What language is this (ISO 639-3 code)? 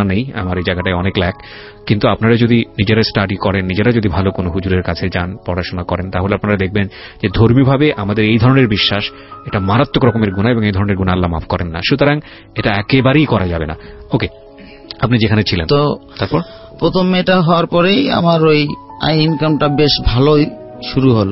ben